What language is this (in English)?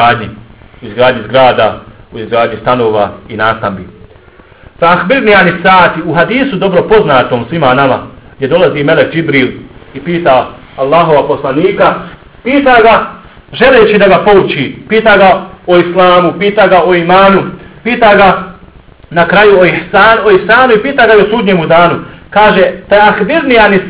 Bosnian